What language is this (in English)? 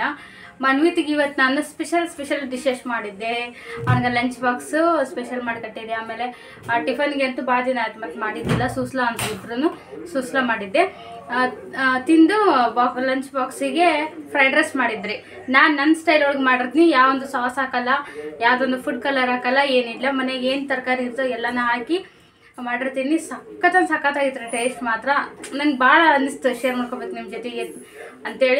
Kannada